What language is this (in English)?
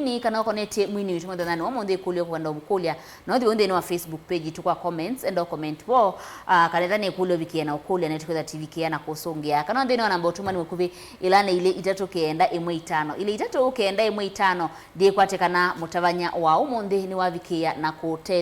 Kamba